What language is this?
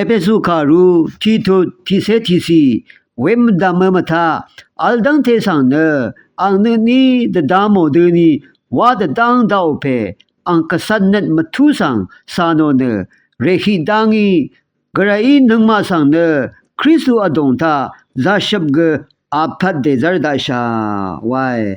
Rawang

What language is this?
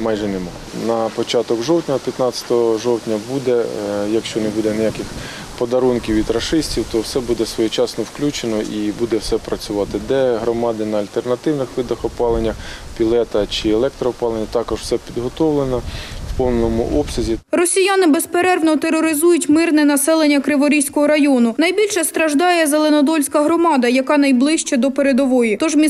Ukrainian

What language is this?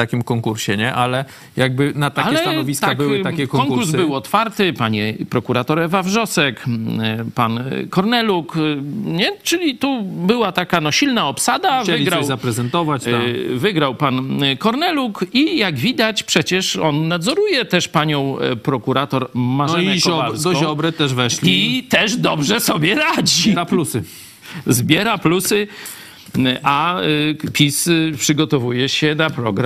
Polish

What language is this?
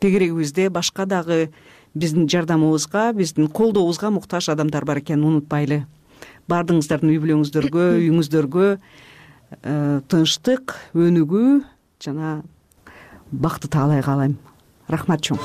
Kyrgyz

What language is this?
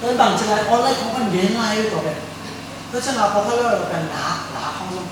Tedim Chin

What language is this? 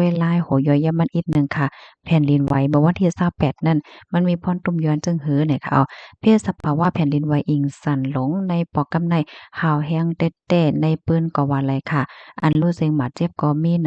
Shan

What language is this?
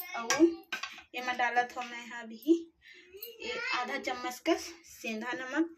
Chhattisgarhi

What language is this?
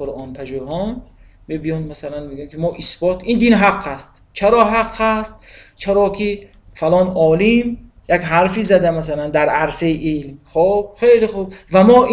Tajik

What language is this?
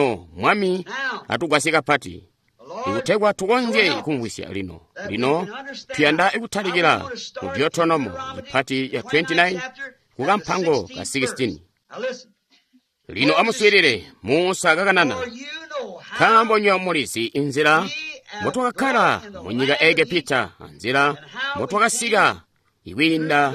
Tonga (Zambia)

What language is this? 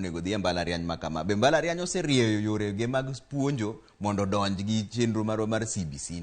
Luo (Kenya and Tanzania)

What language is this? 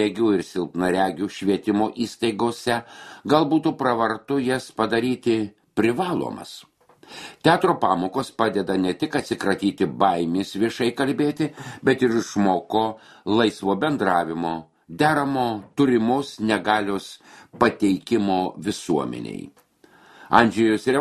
Lithuanian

